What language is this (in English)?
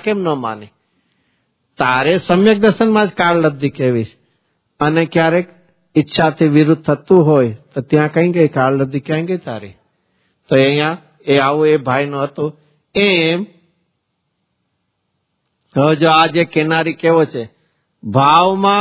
Gujarati